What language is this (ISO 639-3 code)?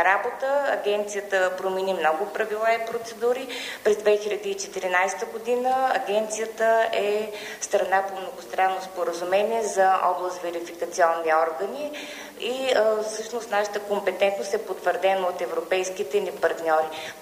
bul